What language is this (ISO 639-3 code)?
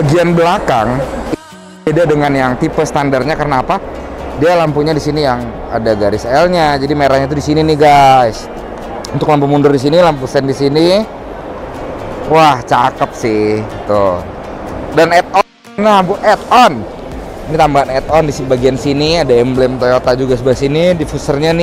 ind